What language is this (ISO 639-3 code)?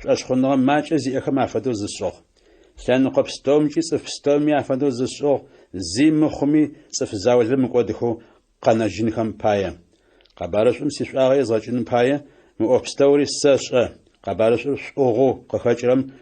ady